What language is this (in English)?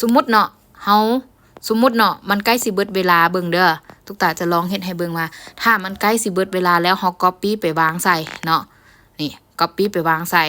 Lao